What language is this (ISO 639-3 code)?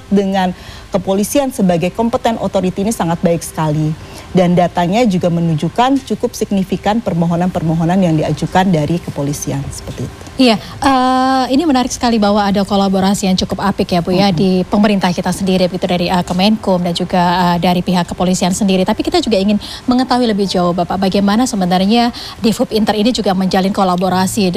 ind